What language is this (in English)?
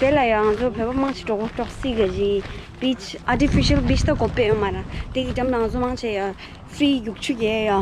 Tibetan